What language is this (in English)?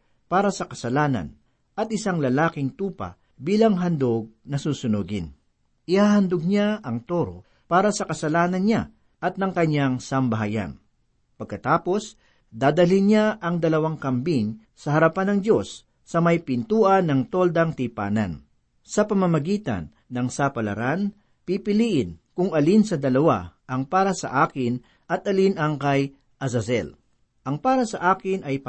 Filipino